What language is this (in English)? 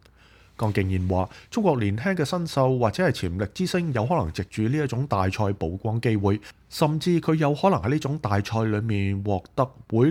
Cantonese